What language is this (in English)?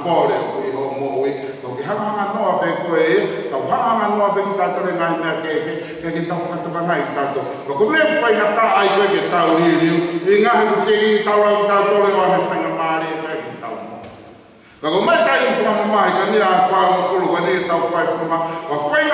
Tongan